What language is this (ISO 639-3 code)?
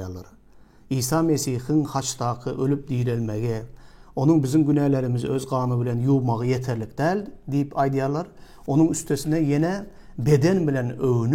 tuk